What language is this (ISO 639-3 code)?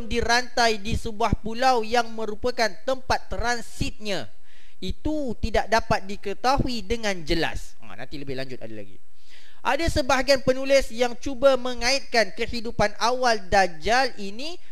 msa